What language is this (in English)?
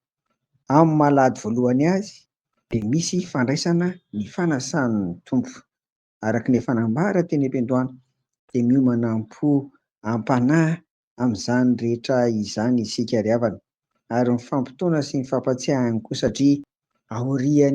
Malagasy